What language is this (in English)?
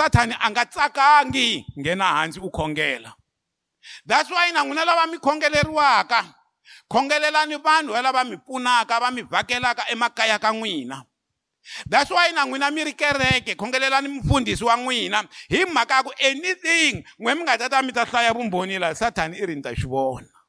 Tsonga